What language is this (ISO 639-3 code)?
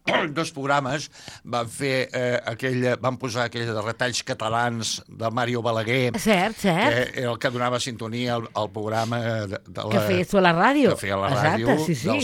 cat